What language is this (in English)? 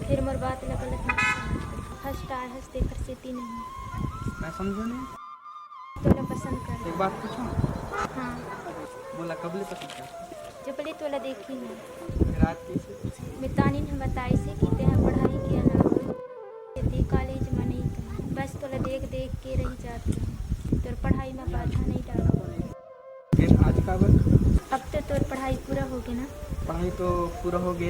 Chhattisgarhi